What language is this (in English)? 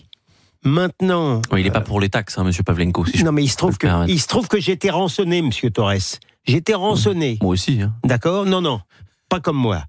French